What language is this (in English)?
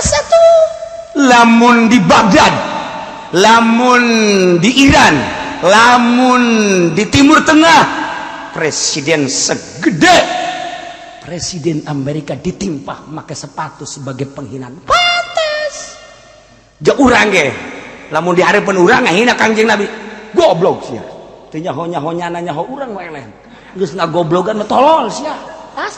Sundanese